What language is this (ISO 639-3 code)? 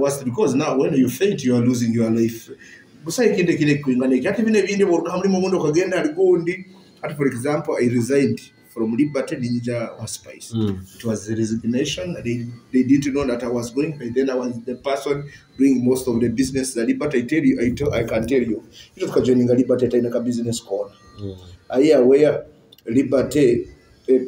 nyo